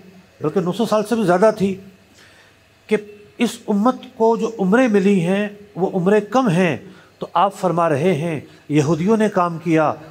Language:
Urdu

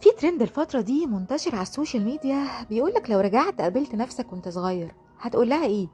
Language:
Egyptian Arabic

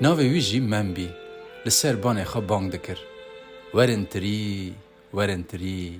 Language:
Kurdish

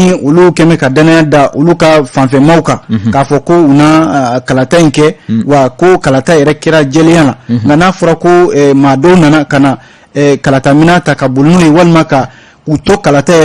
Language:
Bambara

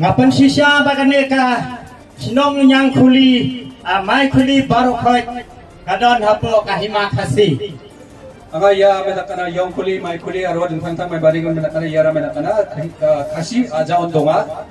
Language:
Khasi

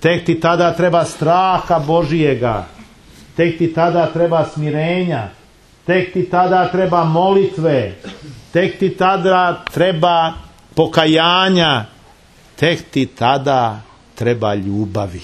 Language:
Serbian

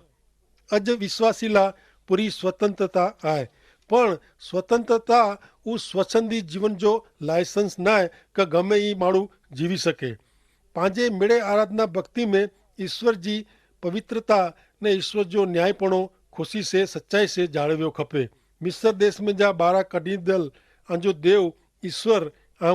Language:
Kachhi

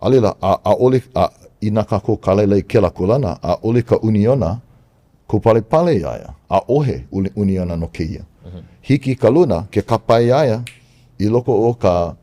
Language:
Hawaiian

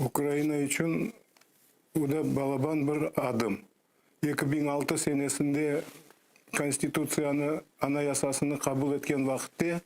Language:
Crimean Tatar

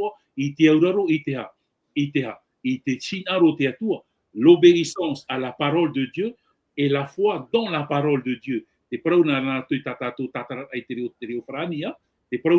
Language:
Tahitian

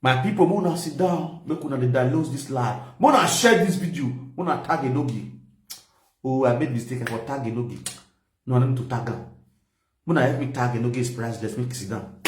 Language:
Nigerian Pidgin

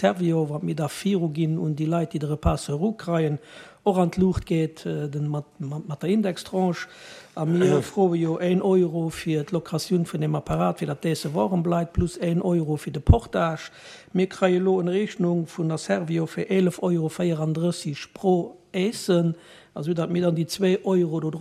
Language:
Luxembourgish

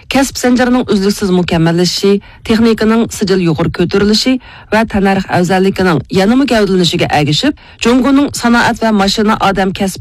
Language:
Uyghur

